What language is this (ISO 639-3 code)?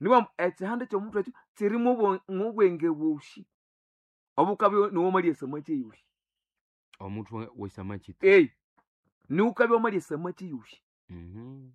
nnb